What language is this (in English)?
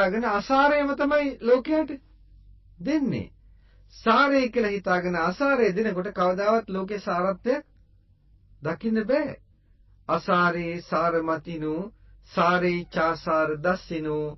Sinhala